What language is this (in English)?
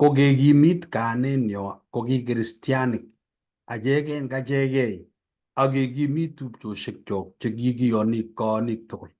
Kalenjin